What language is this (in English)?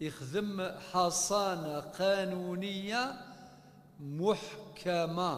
Kabyle